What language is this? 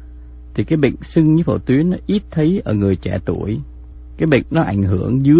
Vietnamese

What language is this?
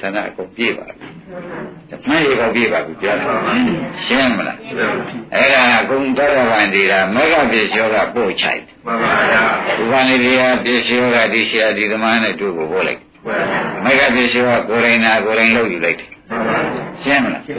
Burmese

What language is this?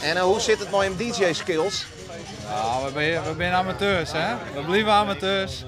Western Frisian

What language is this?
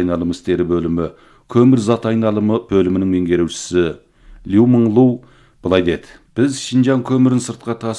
Kazakh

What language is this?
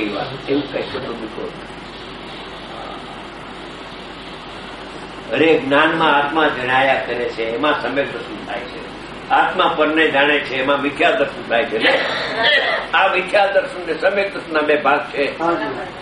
Gujarati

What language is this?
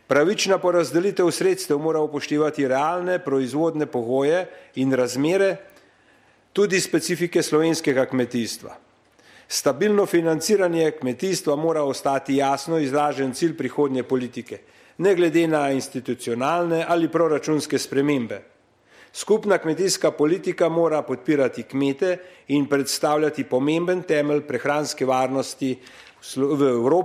Slovenian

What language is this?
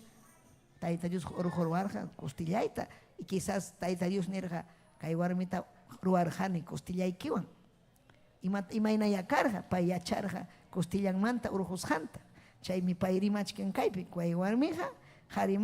Ayacucho Quechua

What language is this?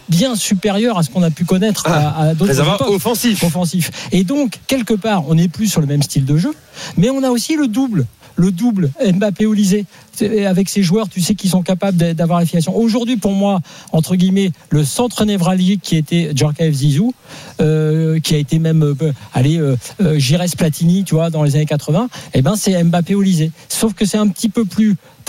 French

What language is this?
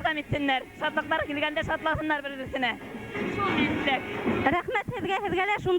Bashkir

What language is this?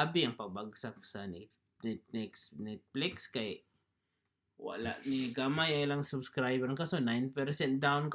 Cebuano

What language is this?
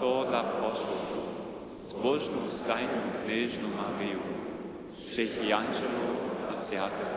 Upper Sorbian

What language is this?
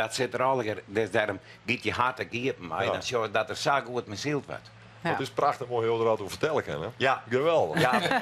Western Frisian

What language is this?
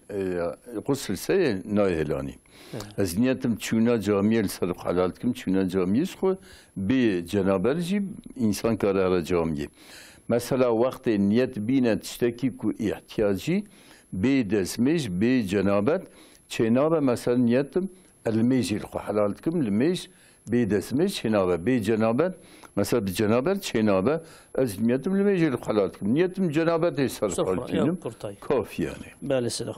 Kurdish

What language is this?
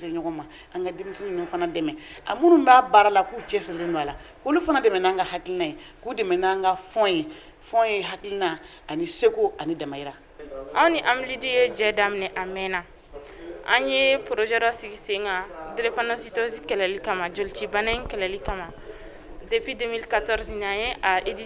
Bambara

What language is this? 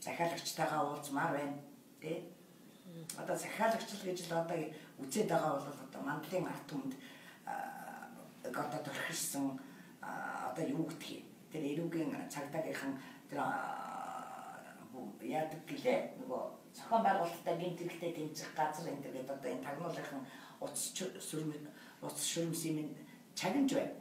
Mongolian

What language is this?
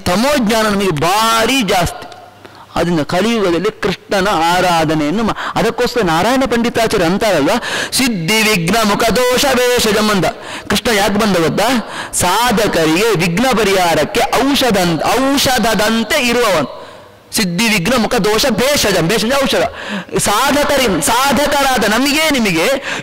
Kannada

